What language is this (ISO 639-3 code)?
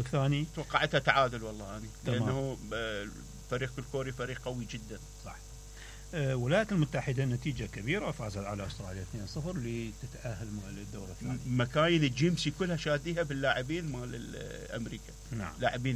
acm